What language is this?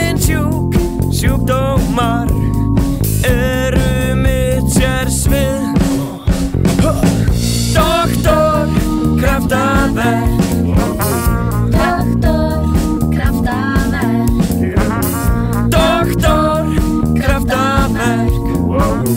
Icelandic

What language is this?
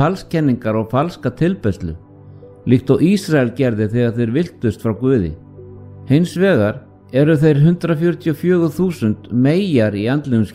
Icelandic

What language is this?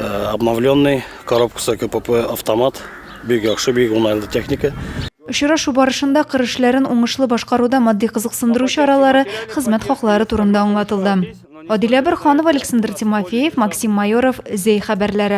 Tatar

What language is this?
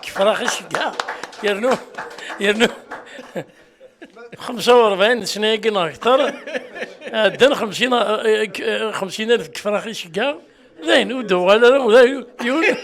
Kabyle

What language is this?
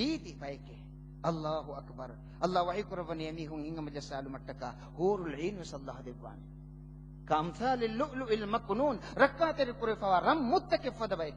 Divehi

